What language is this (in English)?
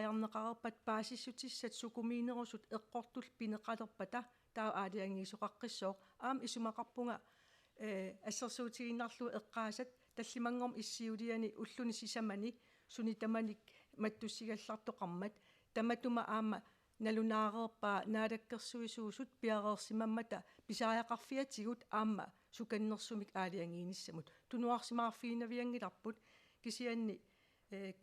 Kalaallisut